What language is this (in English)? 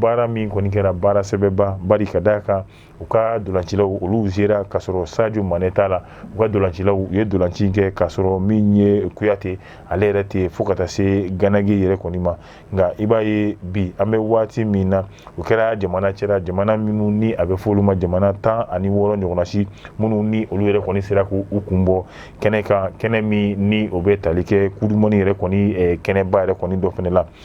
Bambara